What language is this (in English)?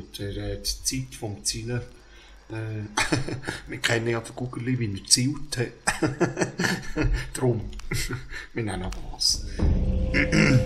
Swiss German